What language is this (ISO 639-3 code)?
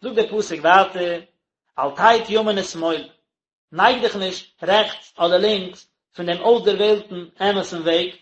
yid